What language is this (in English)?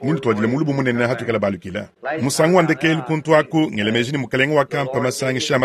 Luba-Lulua